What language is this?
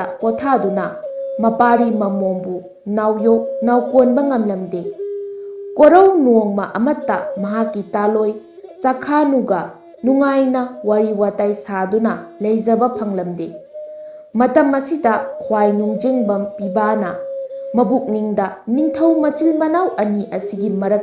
Manipuri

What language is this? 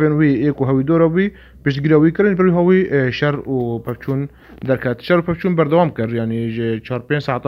Kurdish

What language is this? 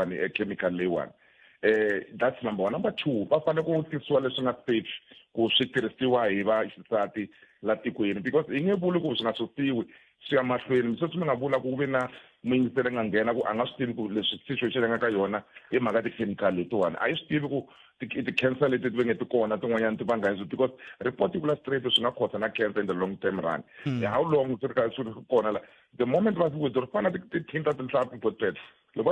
Tsonga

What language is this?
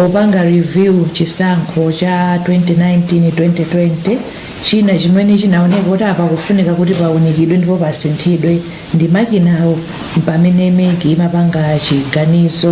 Nyanja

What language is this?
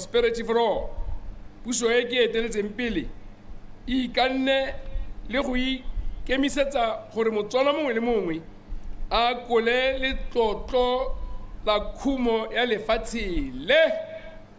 Tswana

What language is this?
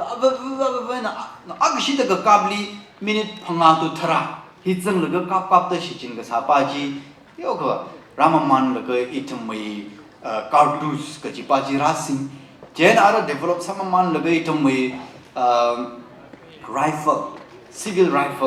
Tangkhul Naga (India)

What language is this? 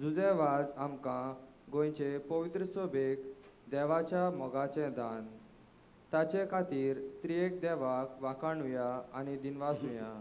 Konkani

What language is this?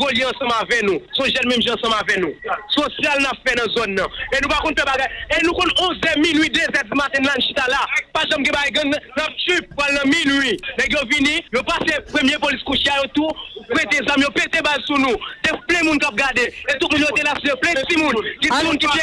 Haitian Creole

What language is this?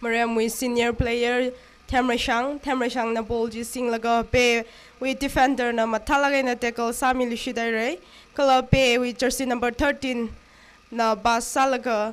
Tangkhul Naga (India)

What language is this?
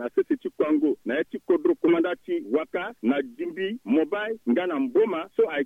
Sango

